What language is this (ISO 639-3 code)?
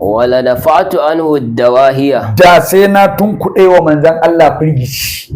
hau